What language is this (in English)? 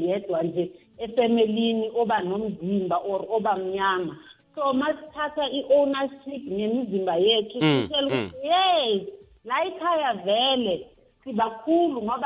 South Ndebele